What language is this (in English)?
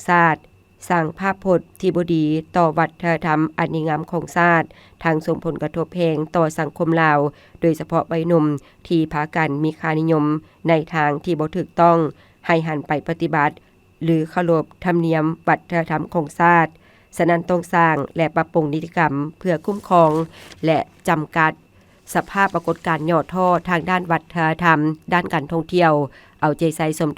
Lao